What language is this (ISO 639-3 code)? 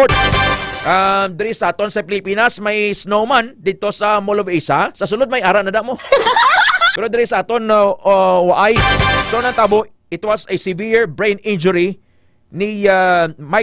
hil